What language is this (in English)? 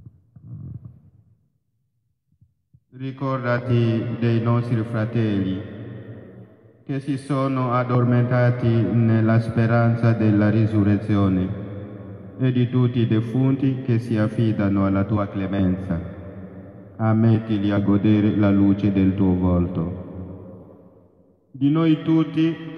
Italian